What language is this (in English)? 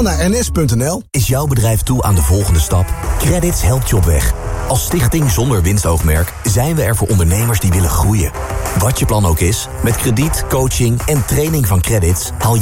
Dutch